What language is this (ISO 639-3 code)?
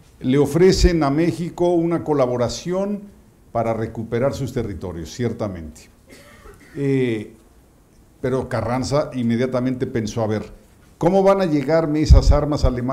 spa